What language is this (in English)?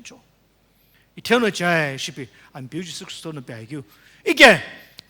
Sumi Naga